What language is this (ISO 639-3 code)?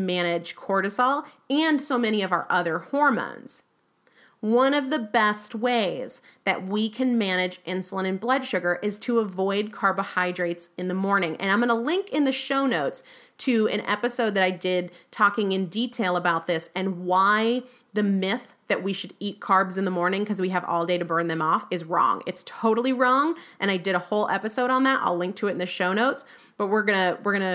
eng